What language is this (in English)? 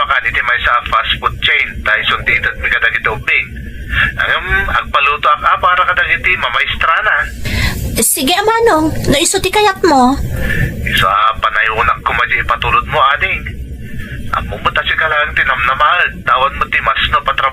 Iloko